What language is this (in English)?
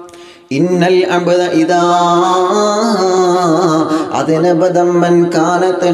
Malayalam